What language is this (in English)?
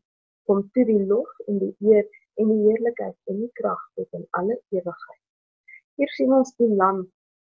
Afrikaans